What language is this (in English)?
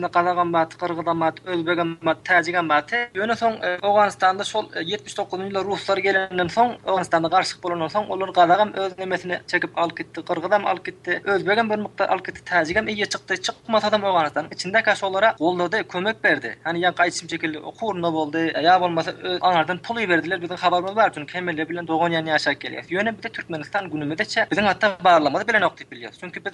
Turkmen